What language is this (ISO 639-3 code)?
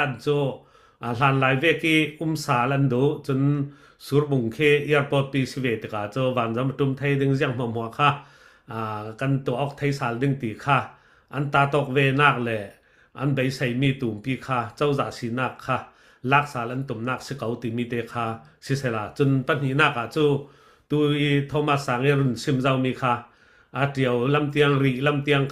cfm